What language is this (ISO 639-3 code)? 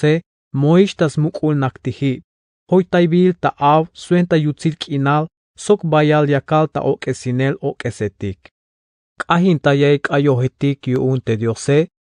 tzh